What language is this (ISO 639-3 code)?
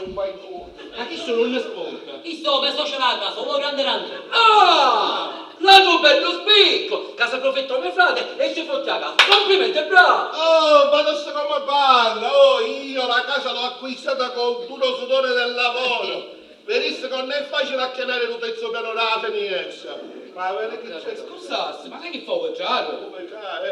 scn